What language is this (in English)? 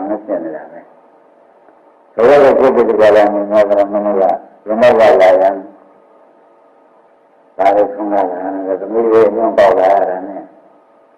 Burmese